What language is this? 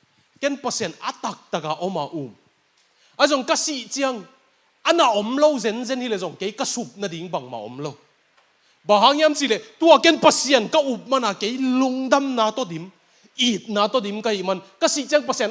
Tedim Chin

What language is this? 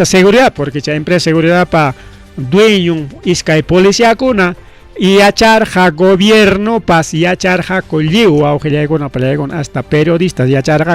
Ayacucho Quechua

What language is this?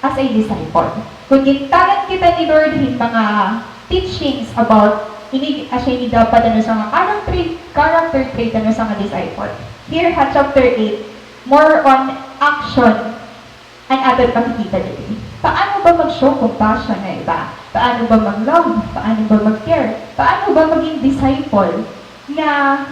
Waray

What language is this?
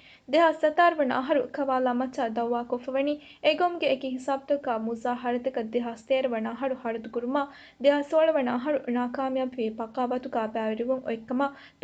Divehi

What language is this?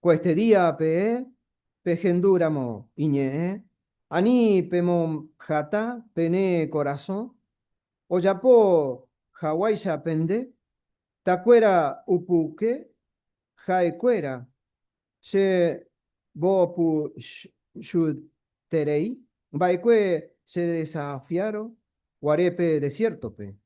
Guarani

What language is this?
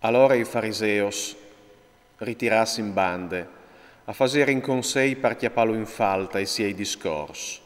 Friulian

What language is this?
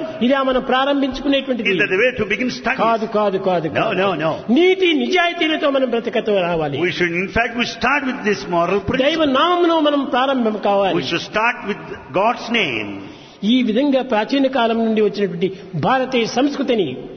Telugu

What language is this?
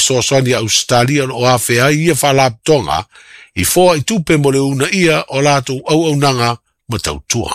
Samoan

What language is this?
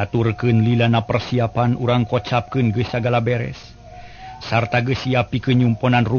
Sundanese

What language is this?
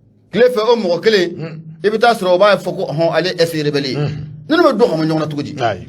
Bambara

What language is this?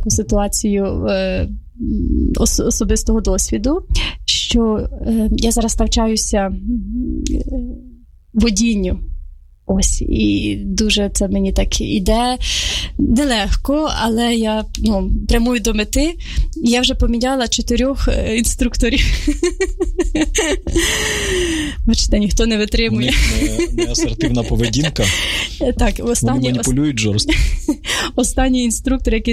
Ukrainian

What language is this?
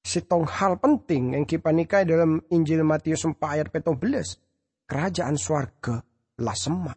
Madurese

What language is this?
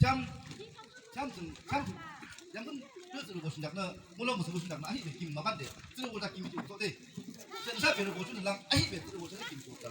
Yimchungru Naga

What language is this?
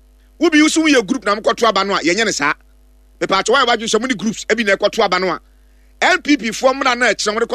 Akan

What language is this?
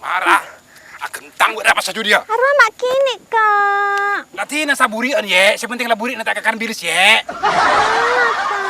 Madurese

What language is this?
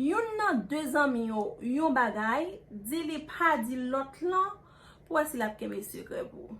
Haitian Creole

